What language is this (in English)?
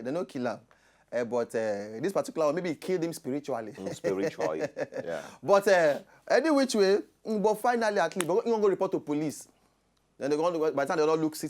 Nigerian Pidgin